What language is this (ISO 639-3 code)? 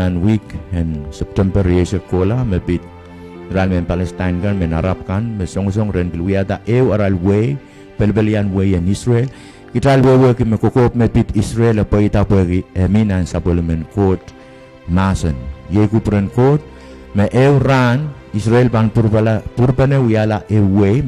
pon